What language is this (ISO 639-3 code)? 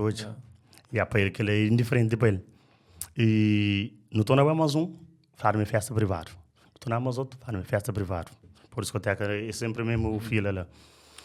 kea